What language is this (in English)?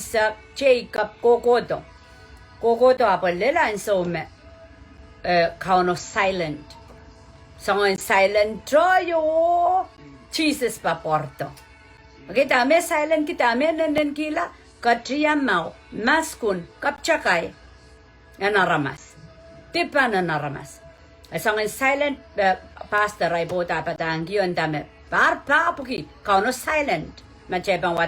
Pohnpeian